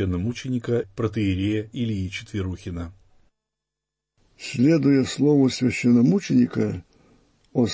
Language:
Russian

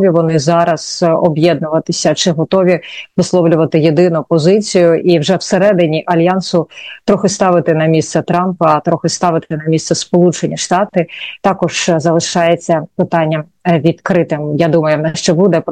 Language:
Ukrainian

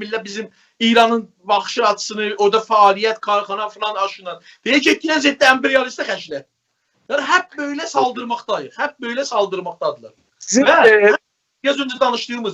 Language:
South Azerbaijani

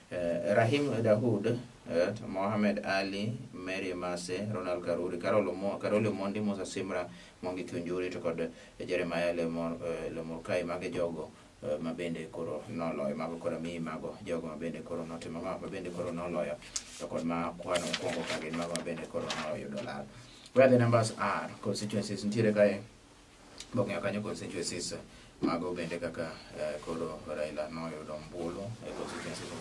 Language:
Luo (Kenya and Tanzania)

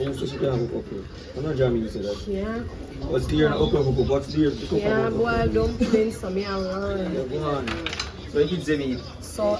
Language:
Jamaican Creole English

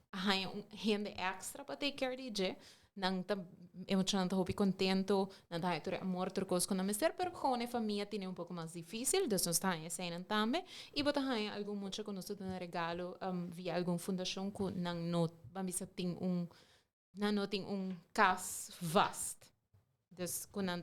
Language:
Papiamento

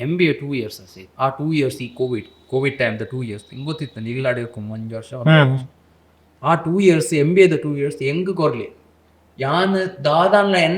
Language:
Tulu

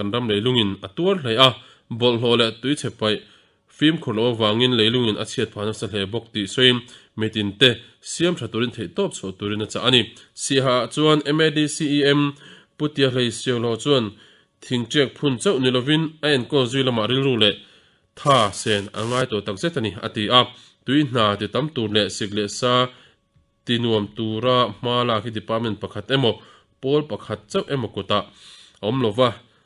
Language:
Mizo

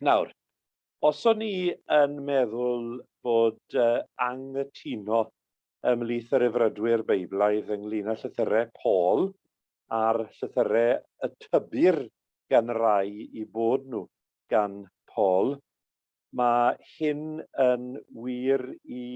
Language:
Welsh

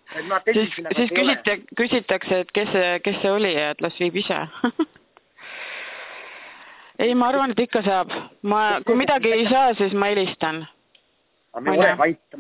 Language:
Estonian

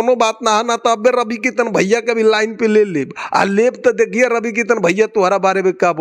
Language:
Bhojpuri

